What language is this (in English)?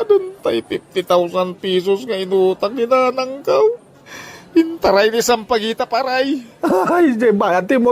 Iloko